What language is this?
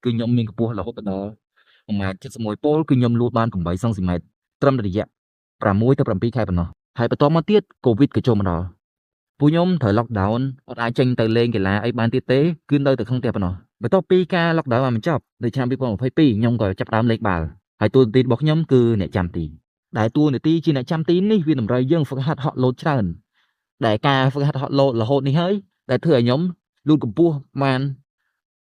Khmer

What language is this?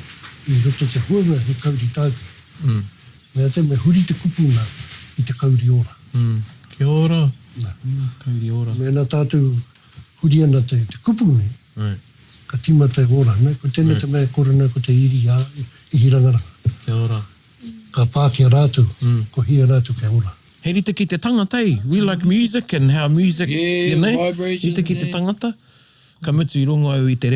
Māori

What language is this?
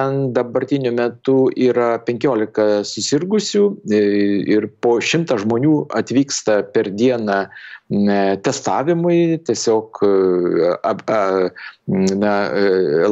Lithuanian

